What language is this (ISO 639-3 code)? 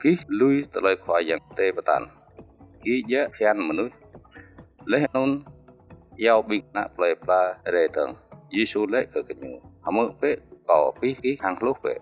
jra